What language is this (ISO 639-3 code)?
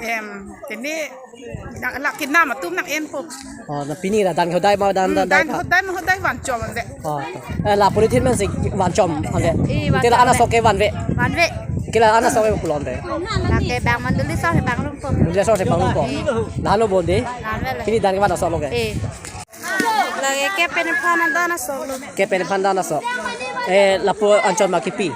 mjw